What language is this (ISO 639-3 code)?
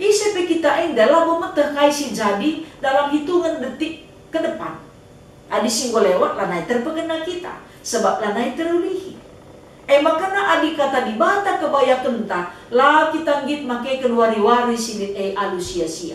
btx